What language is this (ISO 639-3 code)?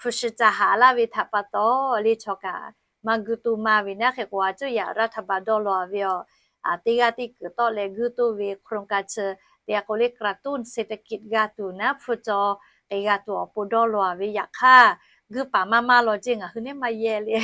lhu